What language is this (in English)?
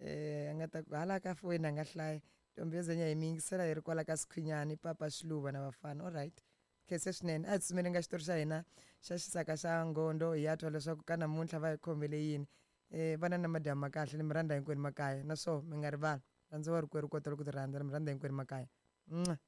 Tsonga